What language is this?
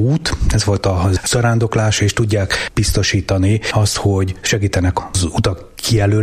Hungarian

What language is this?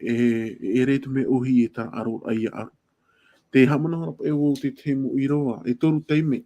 Tahitian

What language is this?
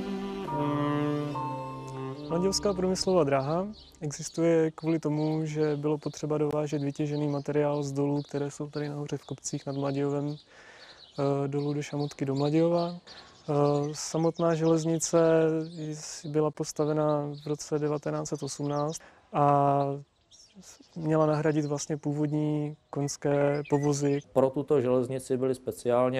Czech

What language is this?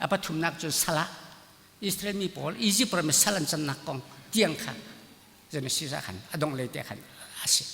Hakha Chin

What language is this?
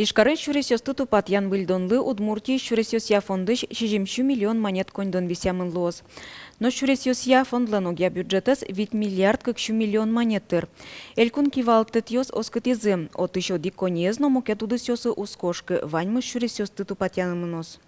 Udmurt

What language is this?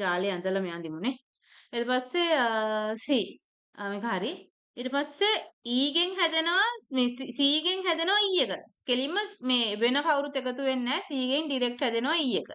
Sinhala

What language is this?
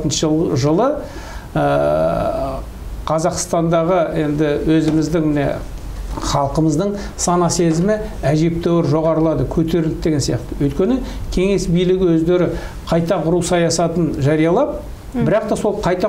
Kazakh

